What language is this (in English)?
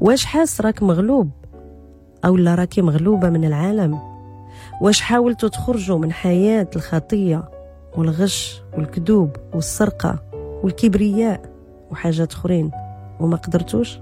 Moroccan Arabic